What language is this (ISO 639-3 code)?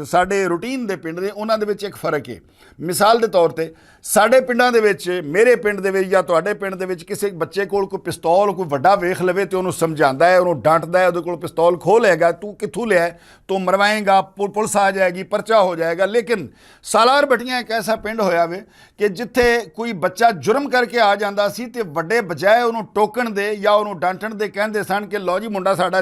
lah